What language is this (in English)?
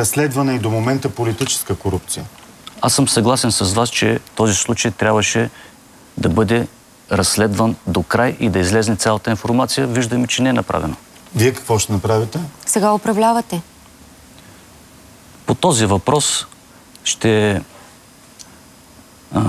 Bulgarian